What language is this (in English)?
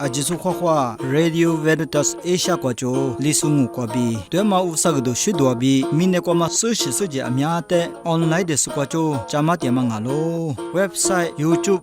Lisu